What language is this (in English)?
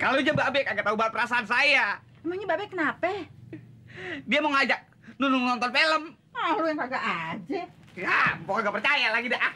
Betawi